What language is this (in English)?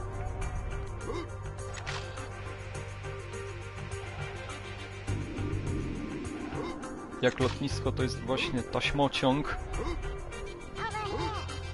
Polish